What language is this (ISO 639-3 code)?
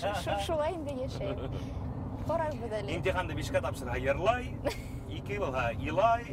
bak